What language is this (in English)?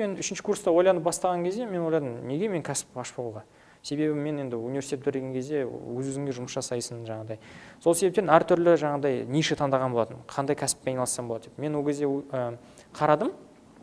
Kazakh